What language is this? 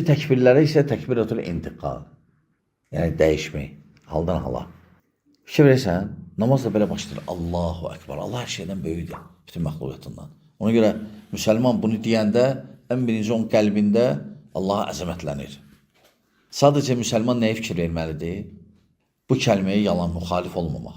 Azerbaijani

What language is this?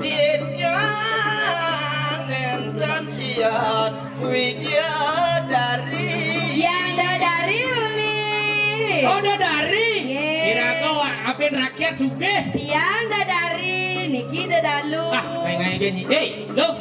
Balinese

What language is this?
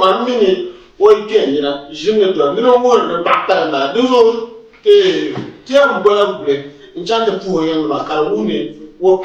Dagbani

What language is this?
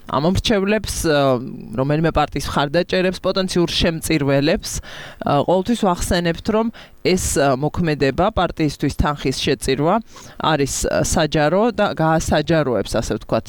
Georgian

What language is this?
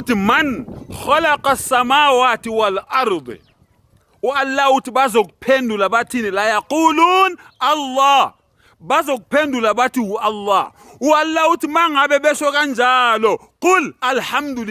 Zulu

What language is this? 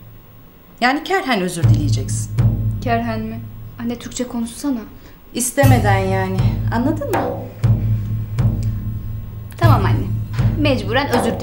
Turkish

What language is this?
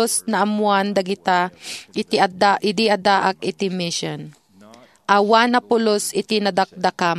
Iloko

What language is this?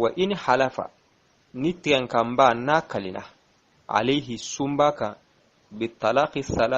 Bambara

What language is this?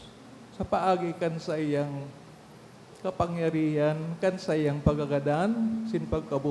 Bikol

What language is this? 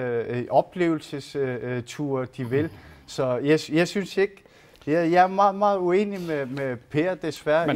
Danish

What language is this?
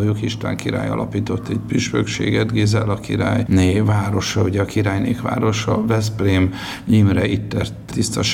Hungarian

